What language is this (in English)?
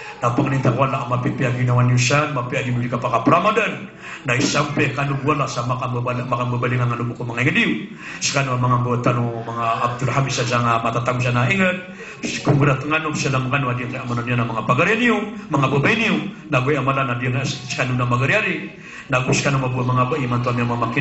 Maranao